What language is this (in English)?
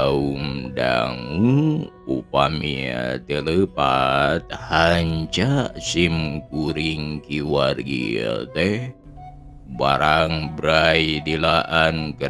Sundanese